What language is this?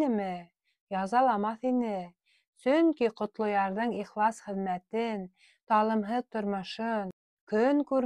Bashkir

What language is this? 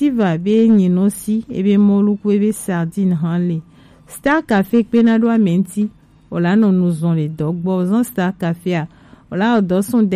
Gen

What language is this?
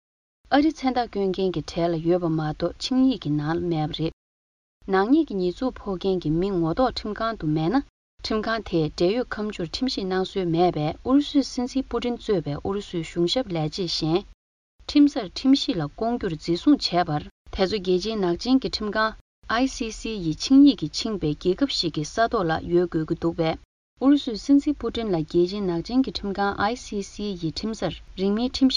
Tibetan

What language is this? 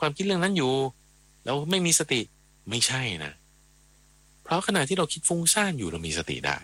Thai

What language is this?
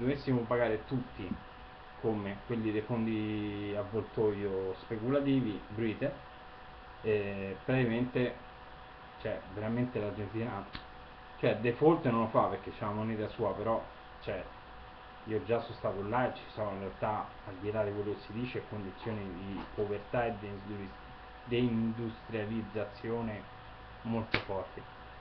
Italian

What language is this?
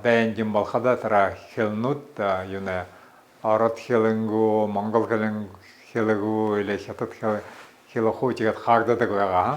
Buriat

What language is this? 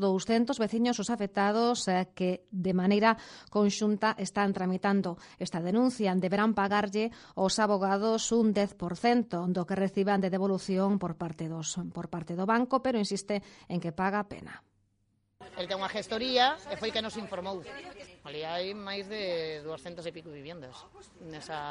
Galician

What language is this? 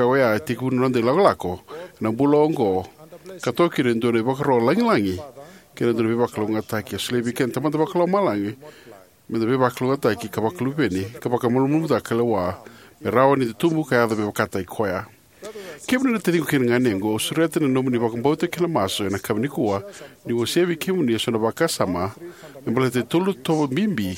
Fijian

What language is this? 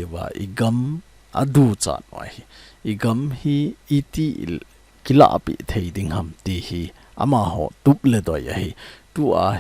Thado Chin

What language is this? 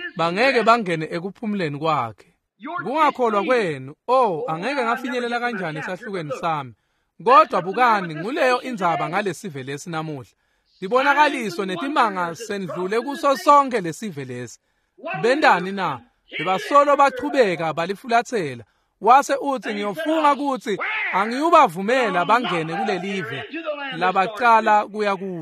Swati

